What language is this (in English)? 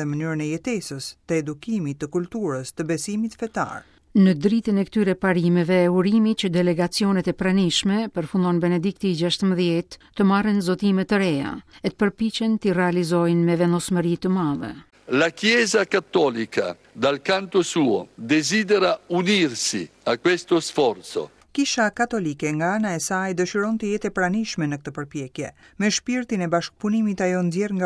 Albanian